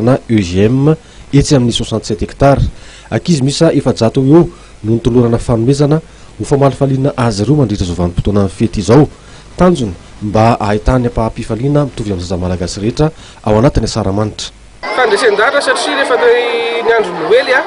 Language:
Malagasy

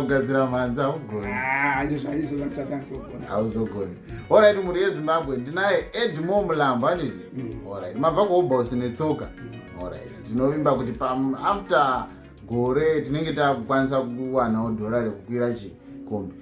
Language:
Shona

